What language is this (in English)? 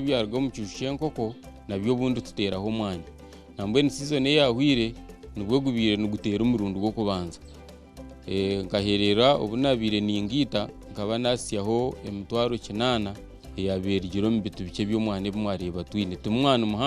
Nyankole